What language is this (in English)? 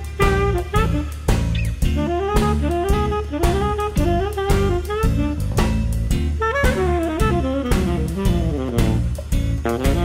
Basque